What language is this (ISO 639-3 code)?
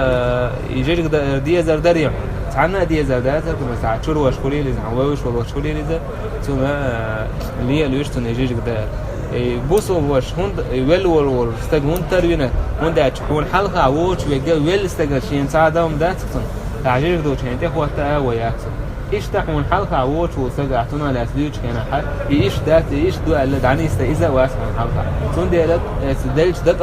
che